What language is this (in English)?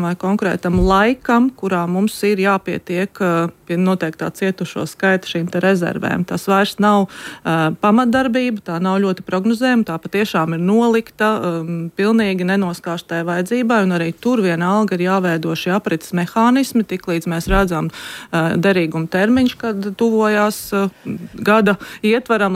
Latvian